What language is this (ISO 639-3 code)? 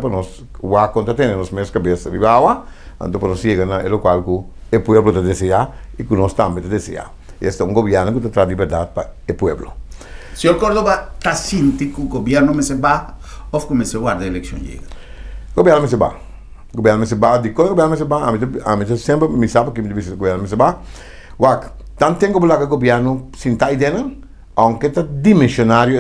pap